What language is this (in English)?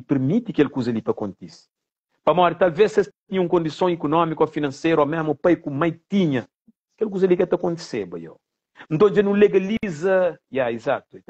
Kabuverdianu